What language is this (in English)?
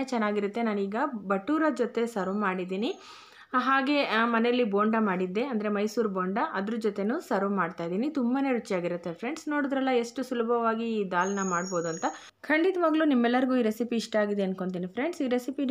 Kannada